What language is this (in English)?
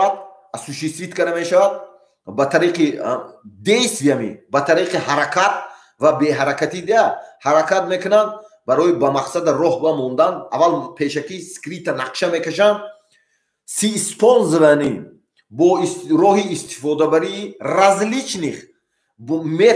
Tajik